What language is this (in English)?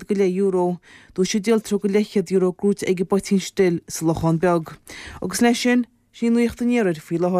Irish